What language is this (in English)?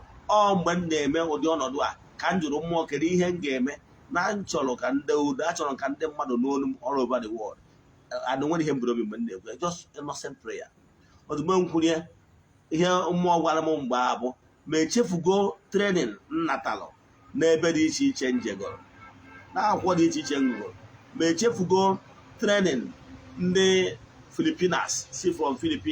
Igbo